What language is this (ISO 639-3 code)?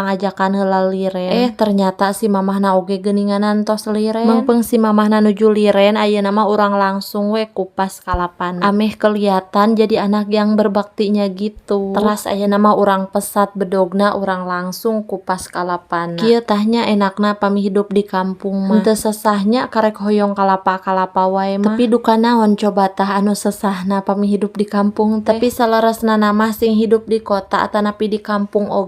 sun